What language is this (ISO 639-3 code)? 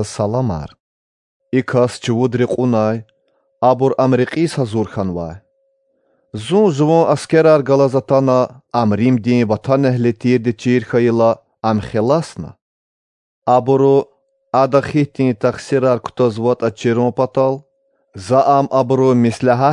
lez